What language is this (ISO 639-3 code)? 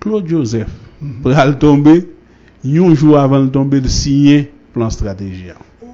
hat